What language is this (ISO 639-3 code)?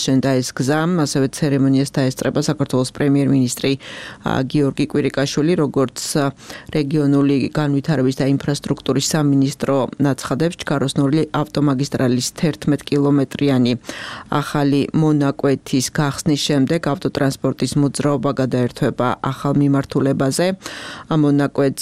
kat